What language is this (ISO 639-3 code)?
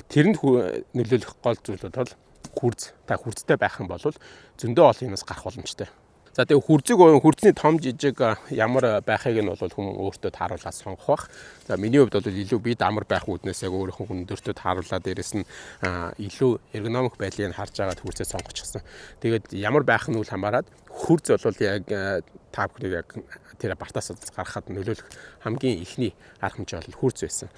mon